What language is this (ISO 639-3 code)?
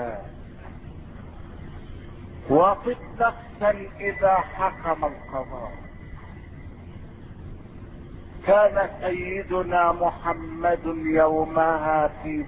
ara